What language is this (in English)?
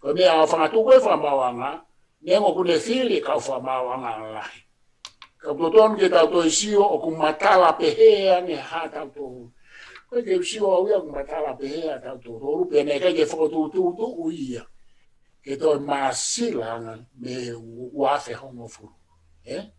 Tongan